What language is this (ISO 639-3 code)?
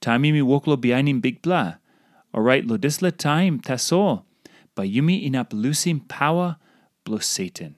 tpi